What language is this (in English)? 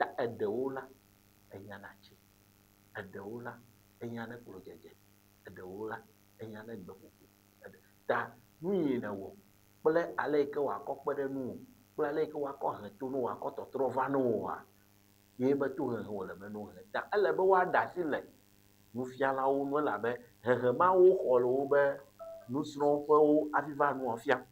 Ewe